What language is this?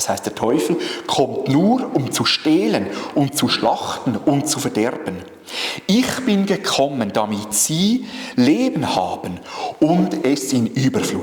Swiss German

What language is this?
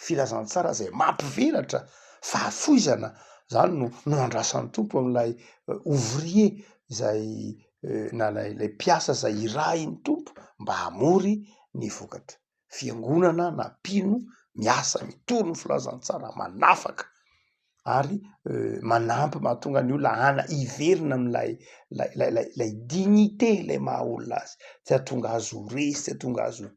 Malagasy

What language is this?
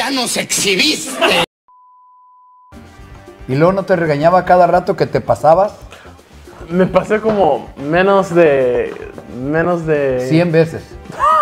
Spanish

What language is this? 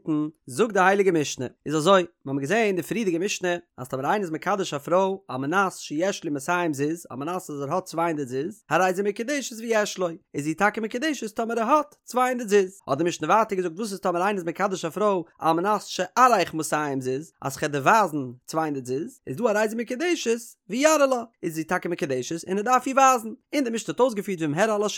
Yiddish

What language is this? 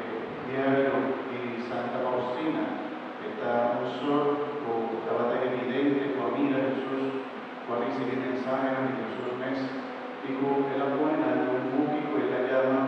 Papiamento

